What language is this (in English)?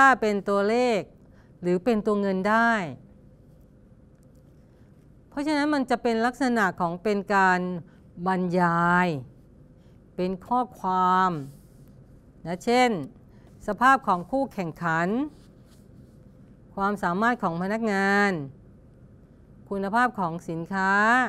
Thai